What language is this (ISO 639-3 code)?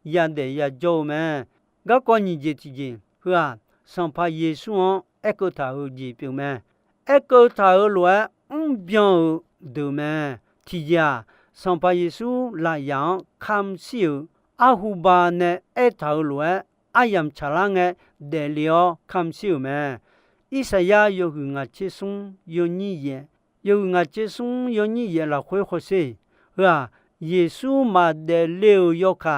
ahk